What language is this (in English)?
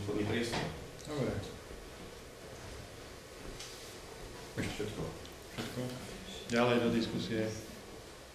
Slovak